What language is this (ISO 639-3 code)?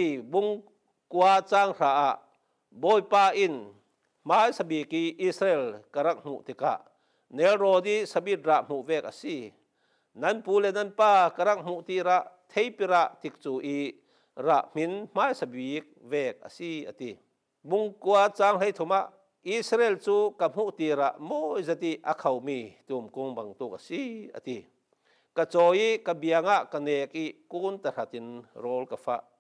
cfm